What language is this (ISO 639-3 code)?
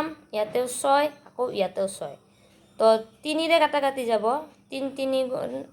asm